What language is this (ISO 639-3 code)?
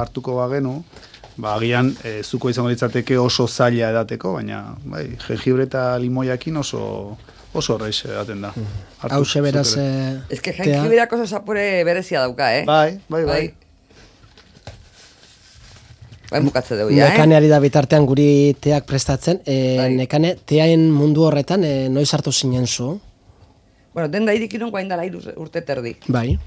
eus